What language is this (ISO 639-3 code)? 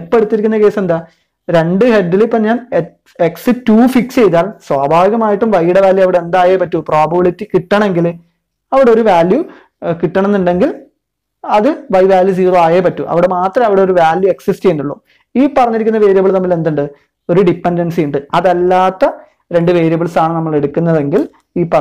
mal